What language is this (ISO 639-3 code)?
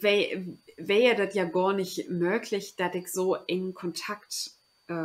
nds